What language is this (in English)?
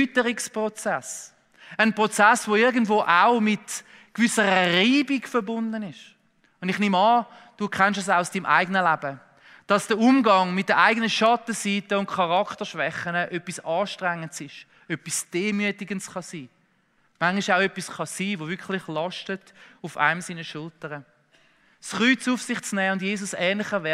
Swiss German